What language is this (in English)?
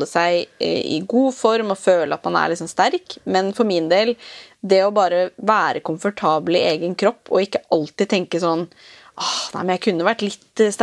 Norwegian